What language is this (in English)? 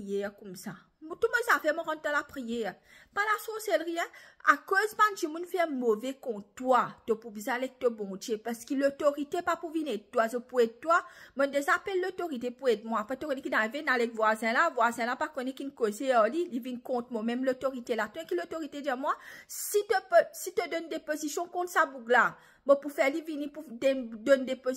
Morisyen